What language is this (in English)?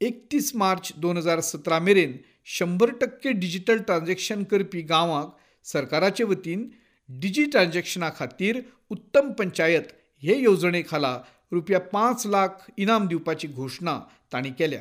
Konkani